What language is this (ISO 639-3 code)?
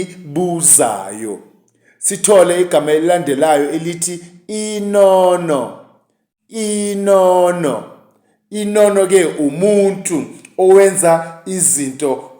zul